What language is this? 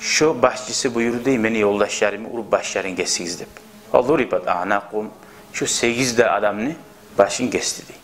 Kumyk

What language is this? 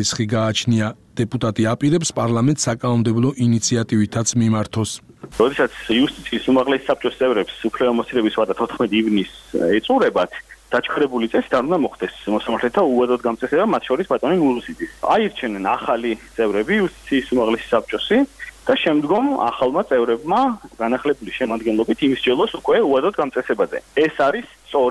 Georgian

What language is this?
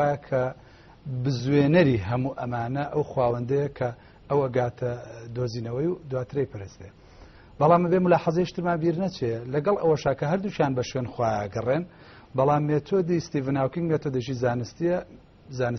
Central Kurdish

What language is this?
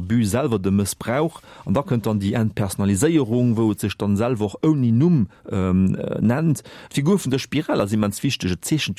Luxembourgish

